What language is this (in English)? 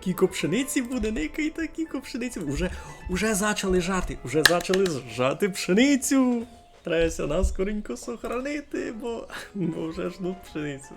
Rusyn